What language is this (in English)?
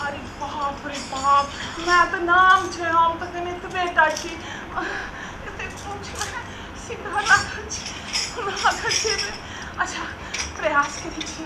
Maithili